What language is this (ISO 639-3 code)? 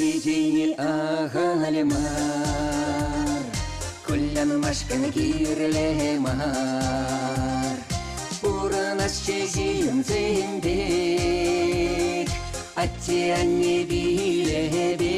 chv